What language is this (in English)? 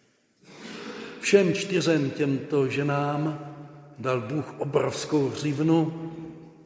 Czech